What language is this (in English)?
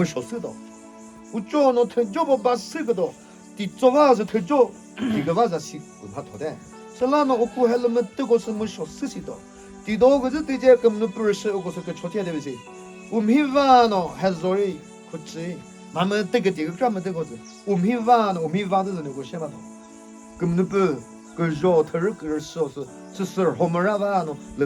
Chokri Naga